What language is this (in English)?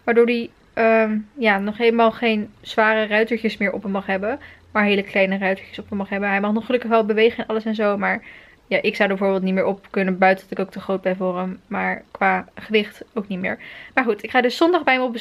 Dutch